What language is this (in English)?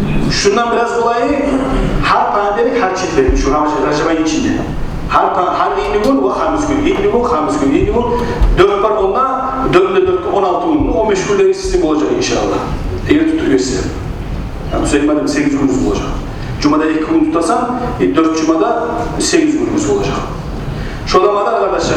Kumyk